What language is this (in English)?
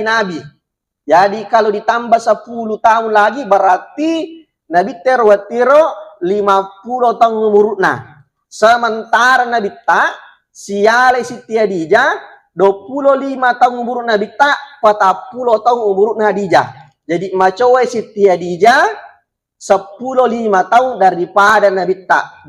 Buginese